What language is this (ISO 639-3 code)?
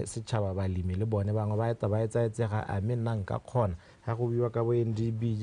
tsn